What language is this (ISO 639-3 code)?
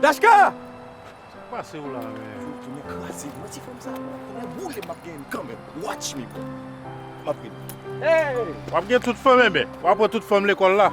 hat